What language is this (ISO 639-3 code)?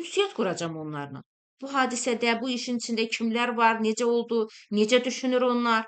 aze